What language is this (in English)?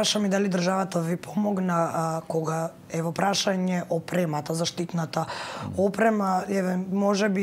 Macedonian